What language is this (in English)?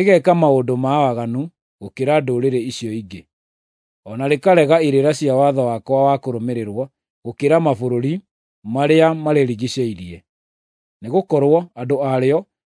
Kikuyu